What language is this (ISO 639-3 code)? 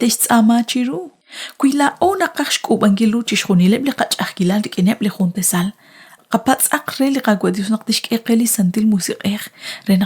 kek